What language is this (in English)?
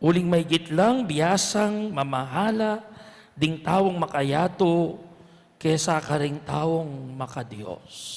Pampanga